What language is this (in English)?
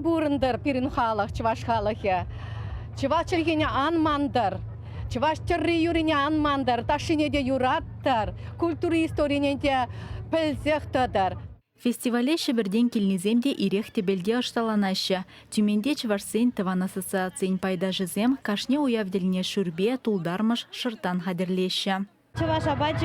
Chuvash